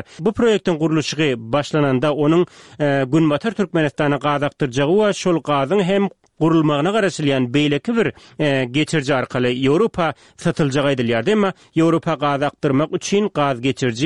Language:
Turkmen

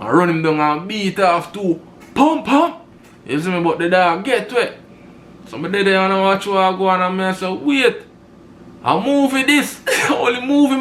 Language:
Jamaican Creole English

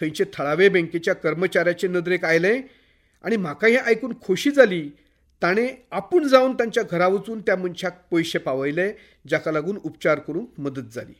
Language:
Konkani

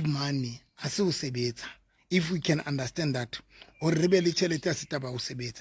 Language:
Southern Sotho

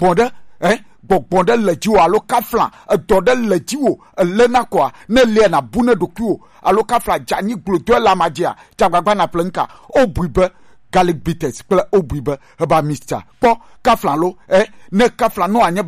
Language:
Gen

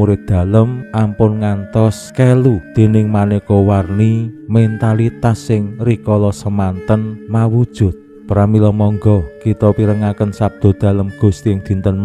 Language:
Javanese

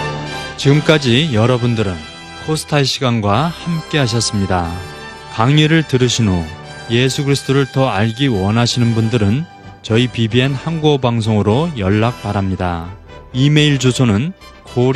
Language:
Korean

